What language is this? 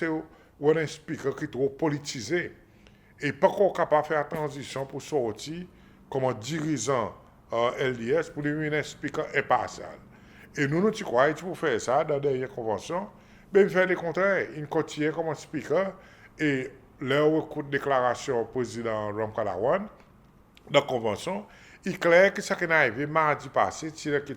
Seselwa Creole French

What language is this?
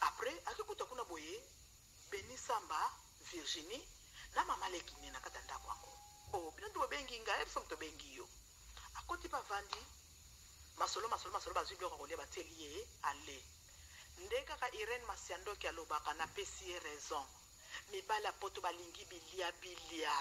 Lingala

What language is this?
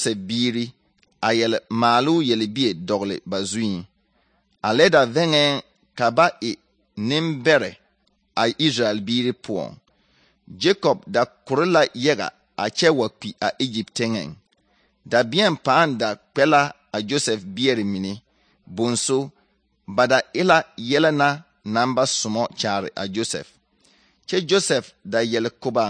Southern Dagaare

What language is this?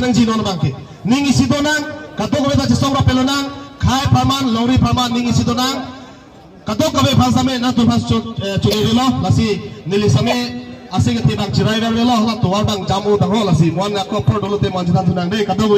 Karbi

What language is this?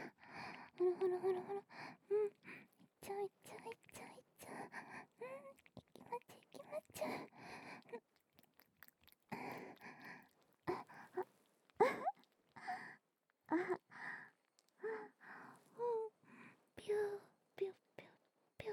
Japanese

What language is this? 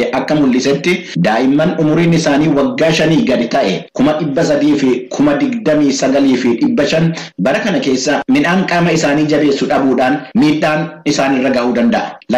Oromo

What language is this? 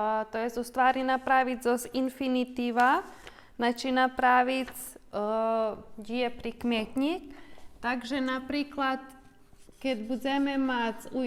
Rusyn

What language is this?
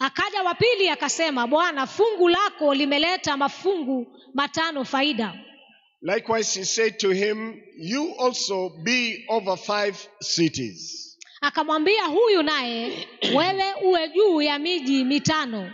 Swahili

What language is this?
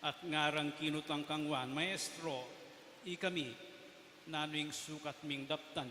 Pampanga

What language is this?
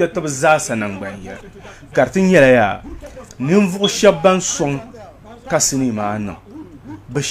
Dagbani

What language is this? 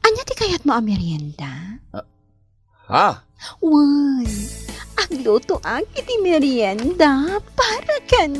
Iloko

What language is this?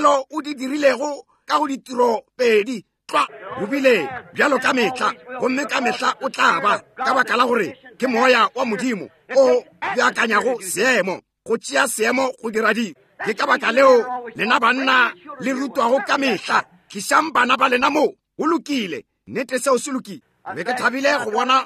Northern Sotho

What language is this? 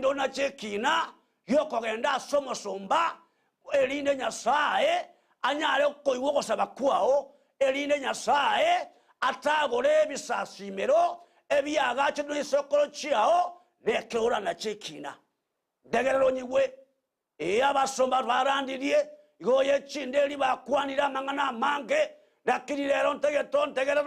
Gusii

